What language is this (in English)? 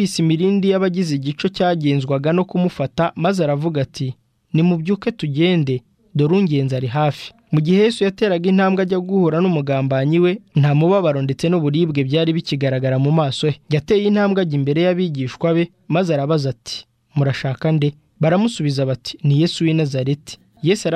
Kinyarwanda